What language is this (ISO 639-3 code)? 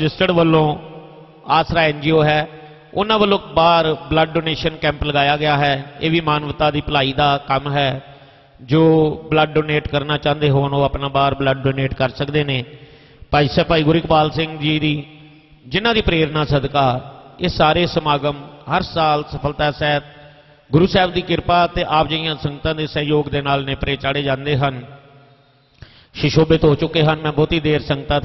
pan